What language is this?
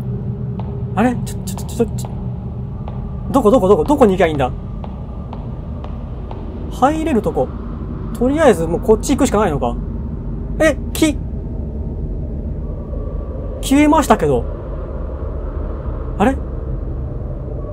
Japanese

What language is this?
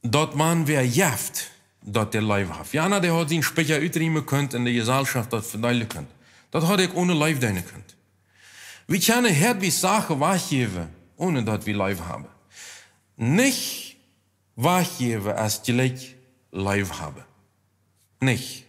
Plautdietsch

